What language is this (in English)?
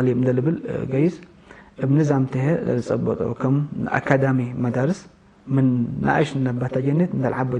Tigre